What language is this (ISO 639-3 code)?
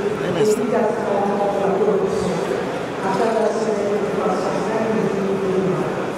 fra